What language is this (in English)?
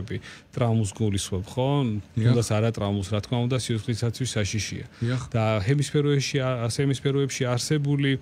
Georgian